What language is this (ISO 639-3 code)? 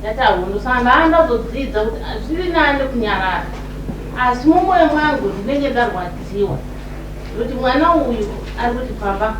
sna